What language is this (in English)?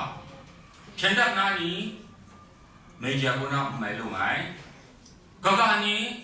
Kachin